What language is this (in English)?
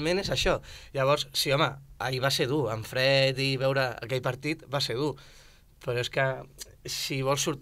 Catalan